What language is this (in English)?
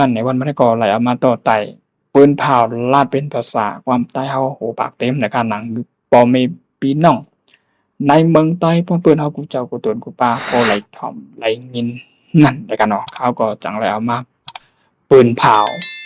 Shan